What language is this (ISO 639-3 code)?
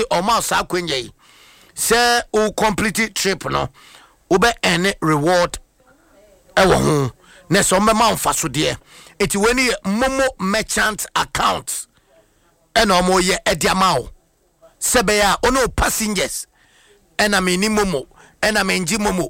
aka